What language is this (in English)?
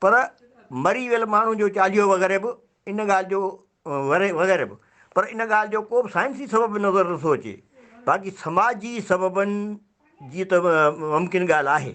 Sindhi